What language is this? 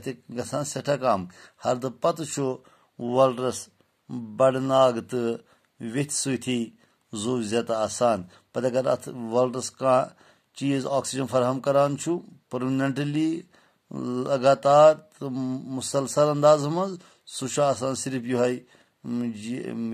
Kashmiri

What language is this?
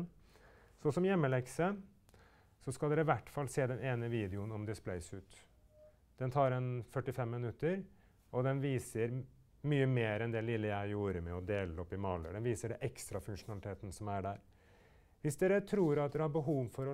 Norwegian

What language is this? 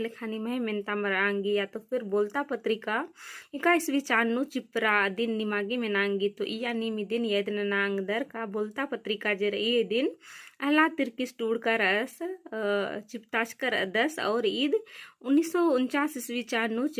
Kurukh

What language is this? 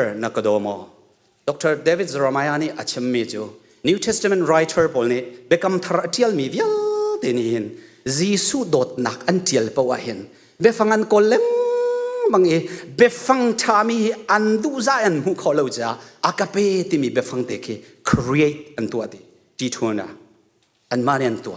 Hakha Chin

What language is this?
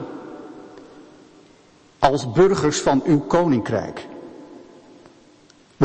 Dutch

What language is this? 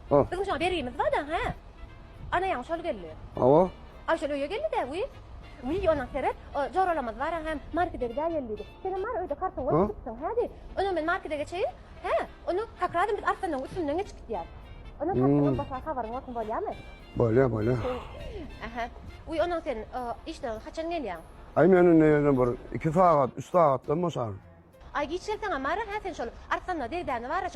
Turkmen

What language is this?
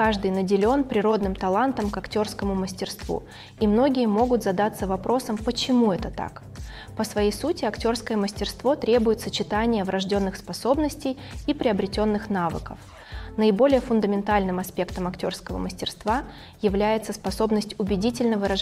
Russian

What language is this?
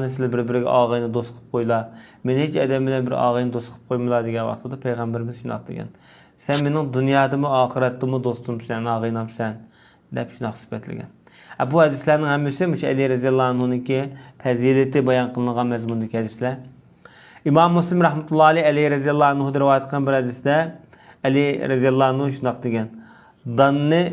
Uyghur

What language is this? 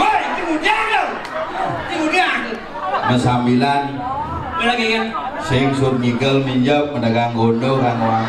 Balinese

